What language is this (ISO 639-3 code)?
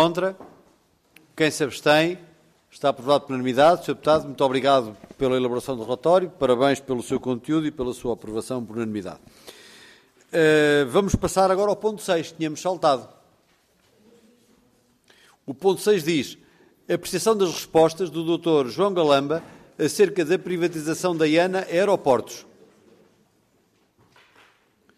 por